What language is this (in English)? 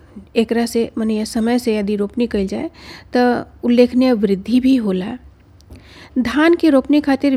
Bhojpuri